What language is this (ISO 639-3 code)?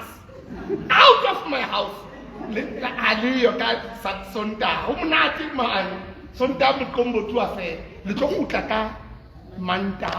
sot